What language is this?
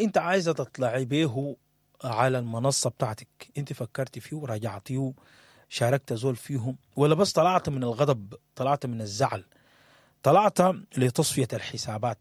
Sudanese Arabic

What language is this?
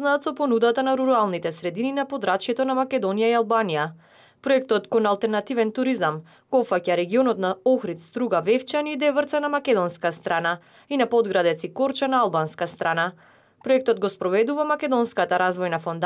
Macedonian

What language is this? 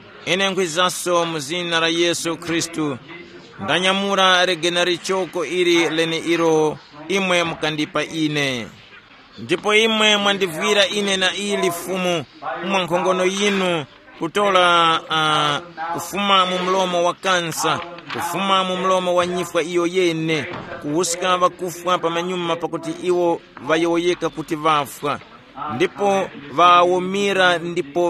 Tumbuka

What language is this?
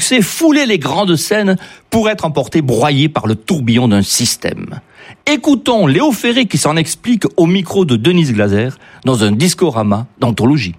French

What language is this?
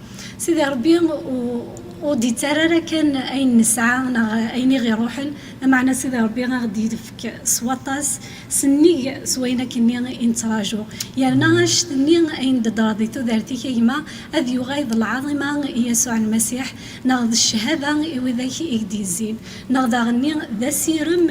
Kabyle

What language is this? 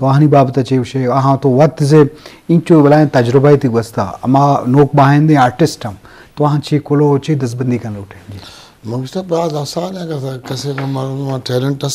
Eastern Balochi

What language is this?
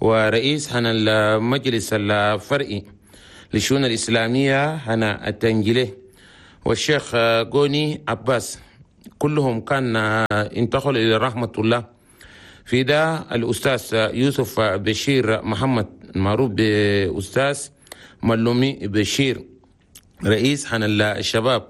Chadian Arabic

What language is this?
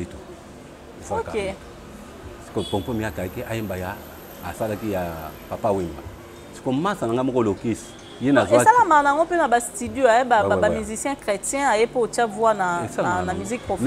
Lingala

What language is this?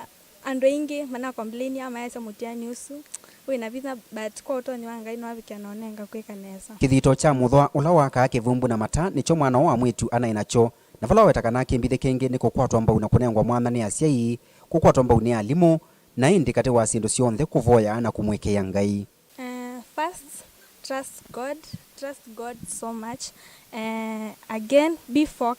Kamba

